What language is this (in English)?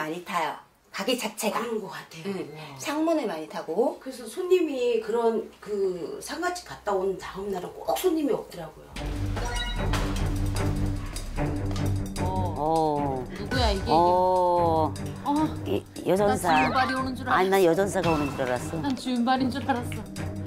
Korean